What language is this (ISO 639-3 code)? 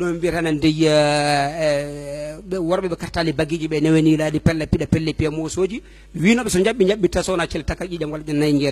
ful